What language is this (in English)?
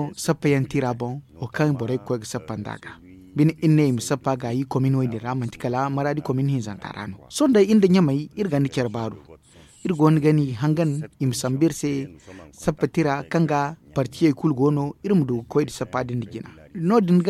Zarma